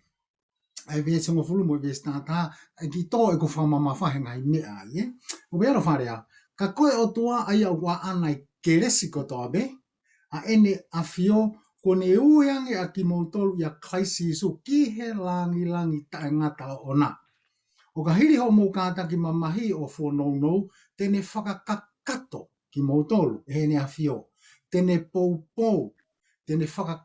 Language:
Tongan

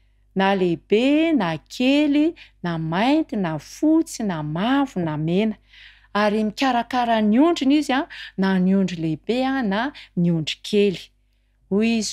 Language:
Malagasy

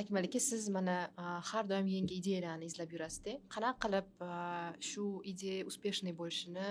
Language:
Uzbek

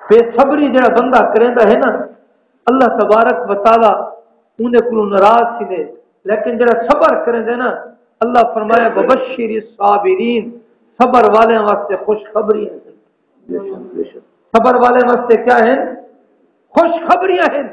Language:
Saraiki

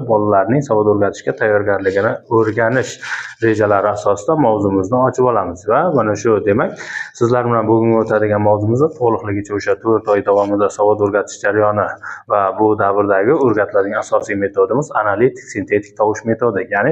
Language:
Uzbek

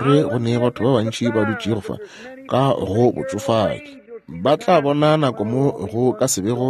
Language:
Northern Sotho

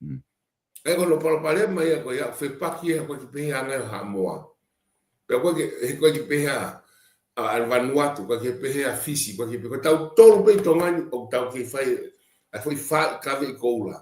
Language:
Tongan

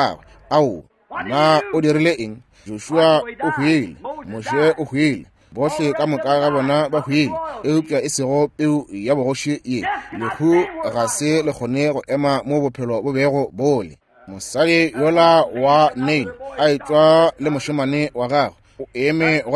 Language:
Northern Sotho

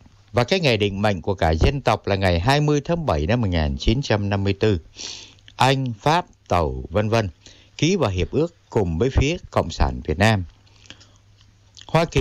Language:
Vietnamese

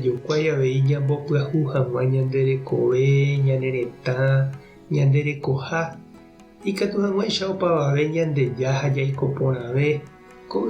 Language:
Guarani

